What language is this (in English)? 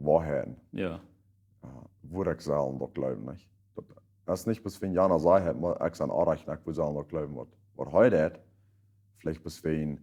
Plautdietsch